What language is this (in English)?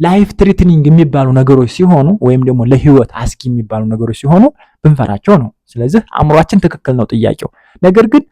Amharic